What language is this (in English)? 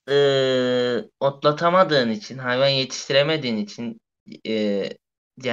Turkish